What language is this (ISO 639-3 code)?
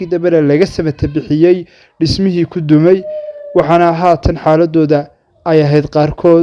som